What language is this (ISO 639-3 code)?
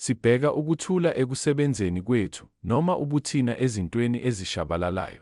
zul